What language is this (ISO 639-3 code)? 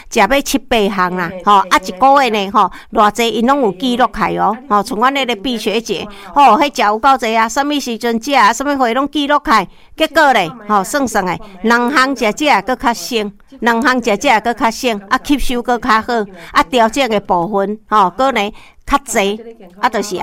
nan